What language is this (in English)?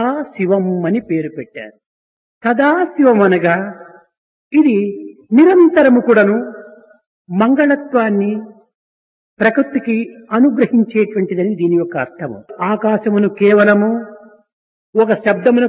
Telugu